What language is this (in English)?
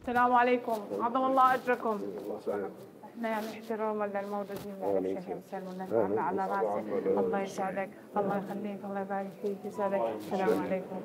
North Levantine Arabic